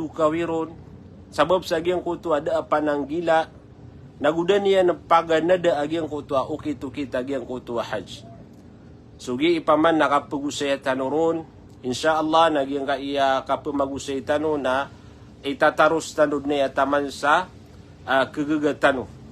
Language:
Maranao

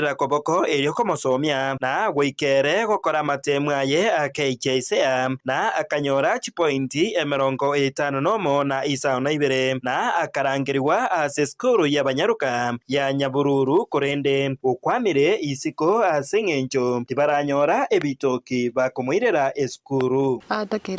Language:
Gusii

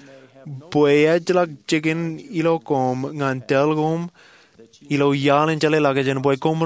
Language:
Marshallese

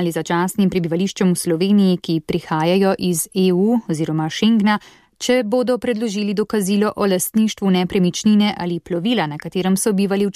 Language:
Slovenian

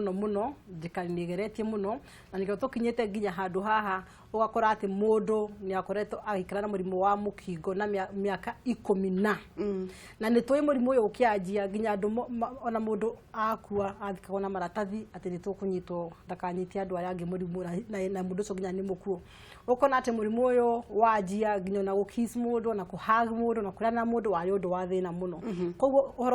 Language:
Kikuyu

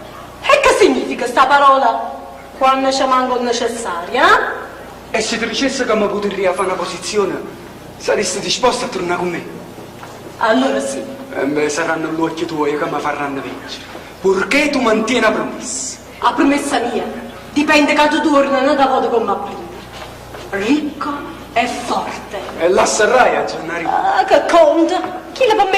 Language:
Neapolitan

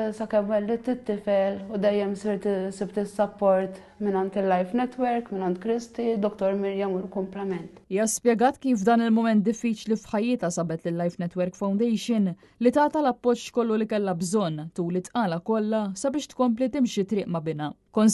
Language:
Maltese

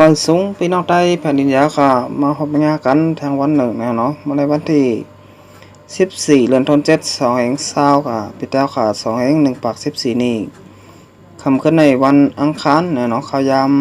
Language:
Shan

